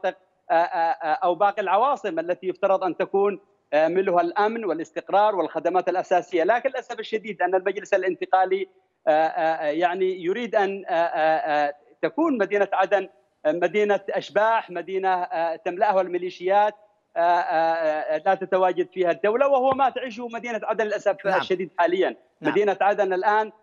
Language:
Arabic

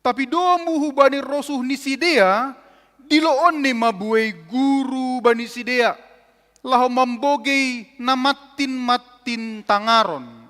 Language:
Batak Simalungun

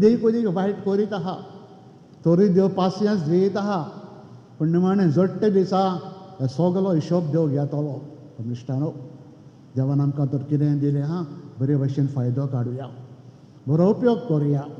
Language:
Konkani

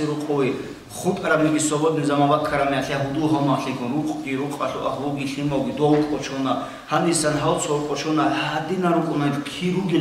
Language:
Avaric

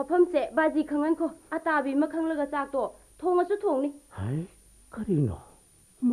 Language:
Manipuri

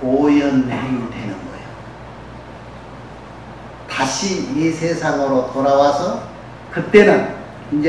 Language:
Korean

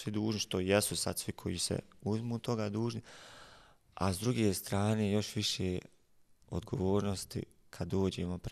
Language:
Bosnian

